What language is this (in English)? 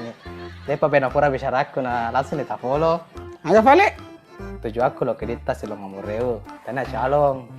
Buginese